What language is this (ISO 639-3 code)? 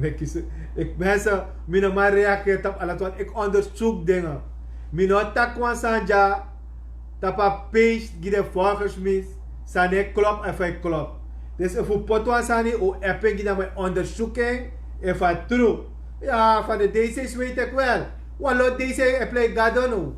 srn